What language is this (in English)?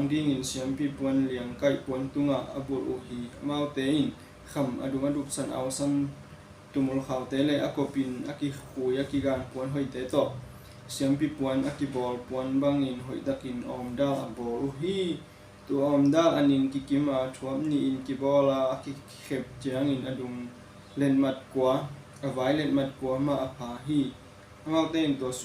Tedim Chin